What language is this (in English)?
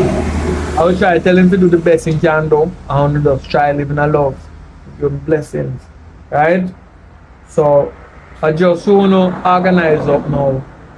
Jamaican Creole English